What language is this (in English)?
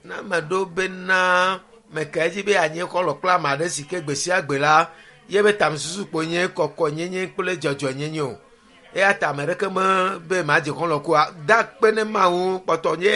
Ewe